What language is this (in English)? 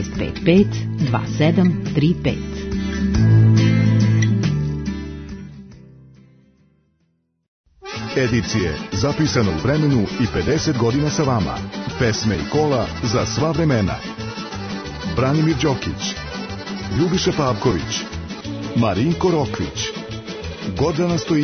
Serbian